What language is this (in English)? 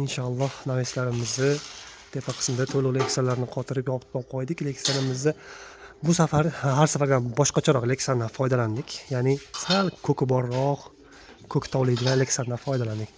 Uzbek